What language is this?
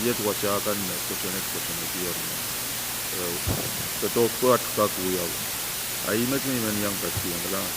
Pohnpeian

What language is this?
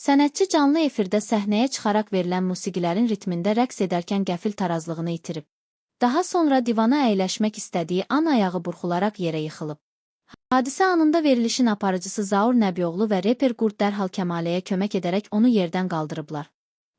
Azerbaijani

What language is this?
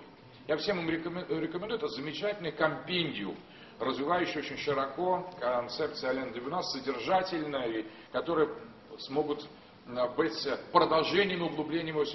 Russian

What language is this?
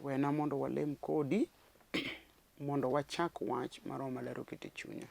Luo (Kenya and Tanzania)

